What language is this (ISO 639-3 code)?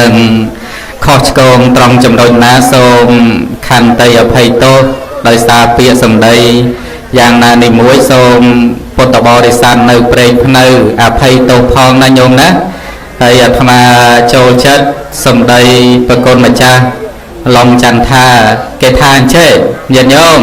khm